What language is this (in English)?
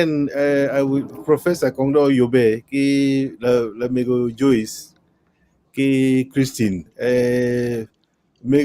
Acoli